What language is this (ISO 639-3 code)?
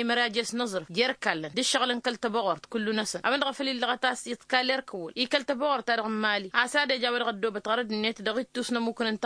taq